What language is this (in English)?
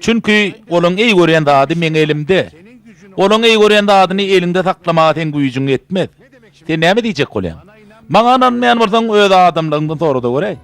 Turkmen